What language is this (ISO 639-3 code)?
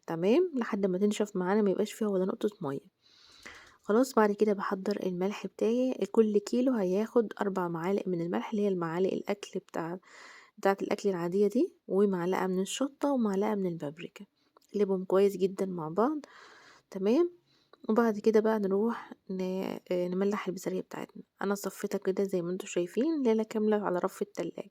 arz